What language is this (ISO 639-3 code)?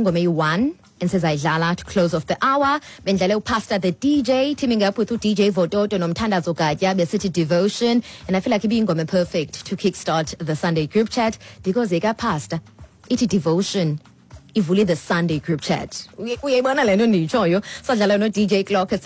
xho